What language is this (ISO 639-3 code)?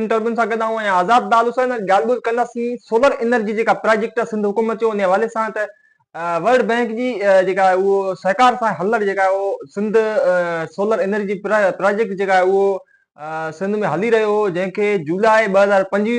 snd